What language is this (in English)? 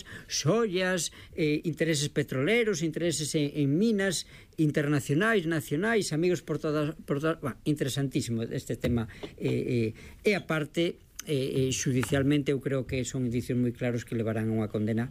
Galician